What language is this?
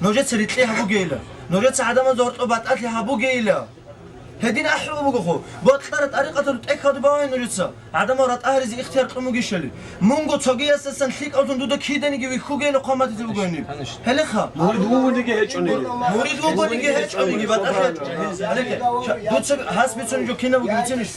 Avaric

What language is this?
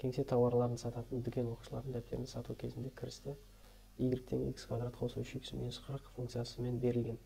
Kazakh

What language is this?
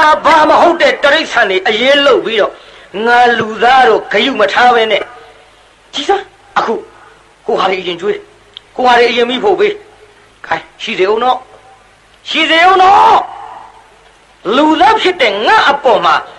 Burmese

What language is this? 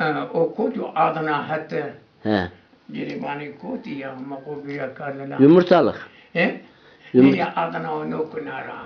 Zaza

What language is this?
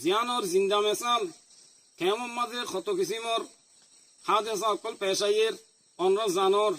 Rohingya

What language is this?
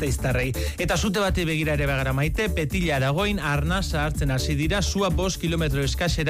Basque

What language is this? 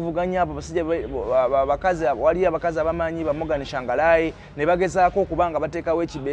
Ganda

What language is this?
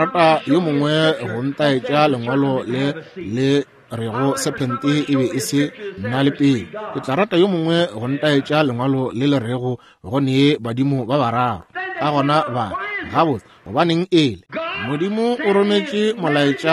Northern Sotho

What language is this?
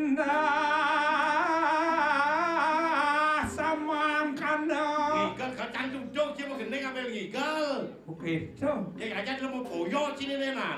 Balinese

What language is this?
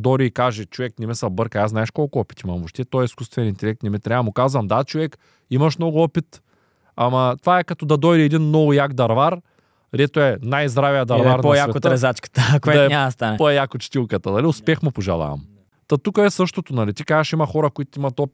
Bulgarian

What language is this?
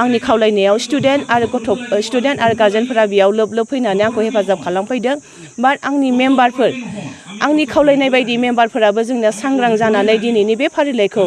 Bodo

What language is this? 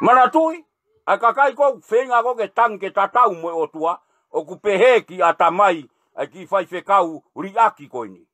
Tongan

